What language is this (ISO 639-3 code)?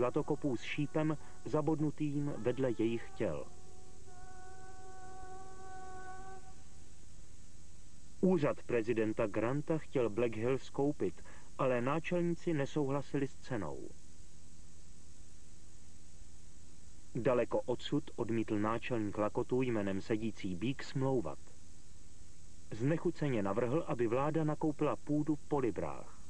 ces